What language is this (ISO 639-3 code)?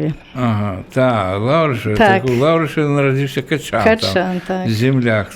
bel